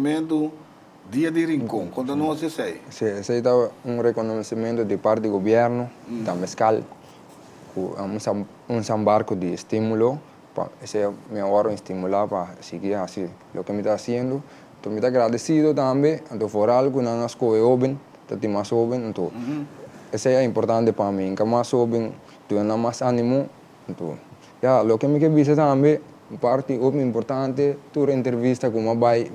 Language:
Papiamento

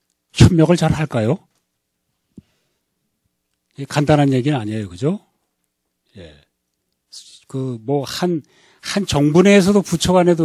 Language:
Korean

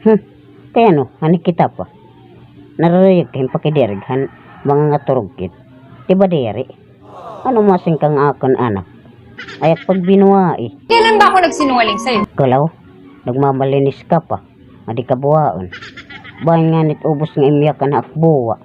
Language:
Waray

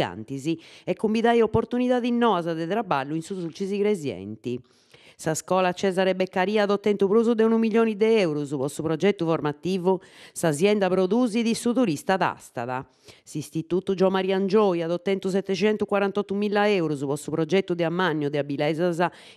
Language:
Sardinian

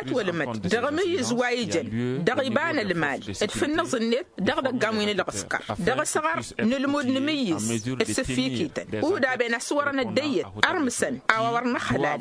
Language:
Tamasheq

